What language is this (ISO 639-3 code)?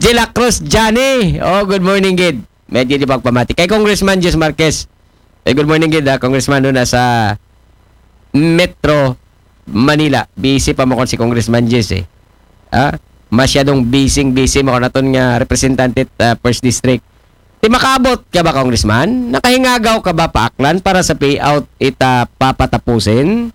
akl